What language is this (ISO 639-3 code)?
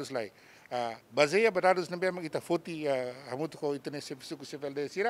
tet